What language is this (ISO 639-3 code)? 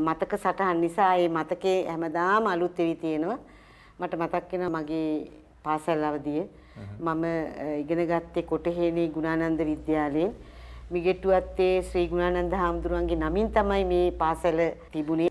sin